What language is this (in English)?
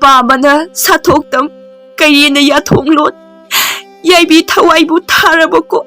Manipuri